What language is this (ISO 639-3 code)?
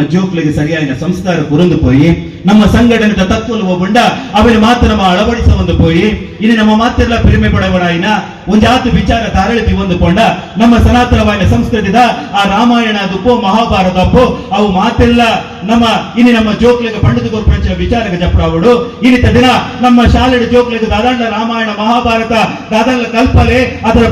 tcy